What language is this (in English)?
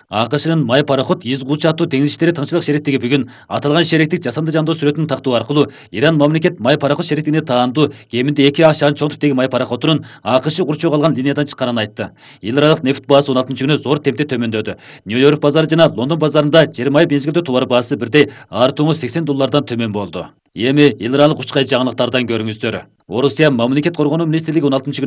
Kyrgyz